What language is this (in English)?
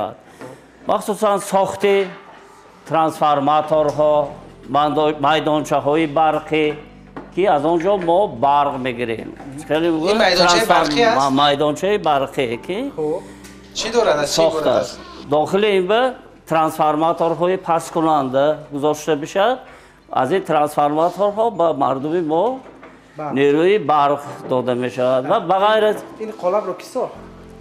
Tajik